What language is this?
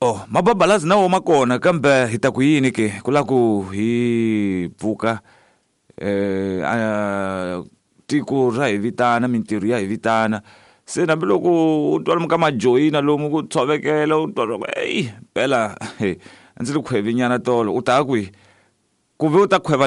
Tsonga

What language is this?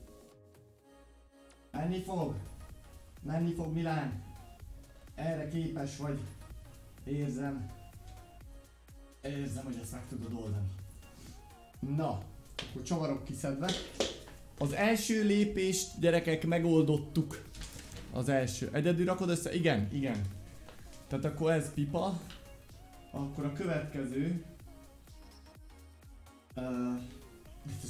Hungarian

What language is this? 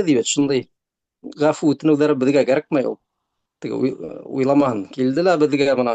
Bashkir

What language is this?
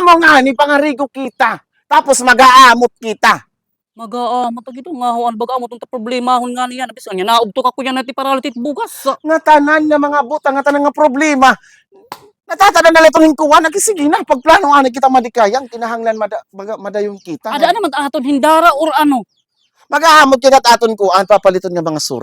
Waray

